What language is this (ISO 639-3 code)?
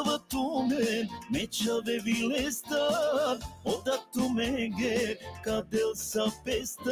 rmn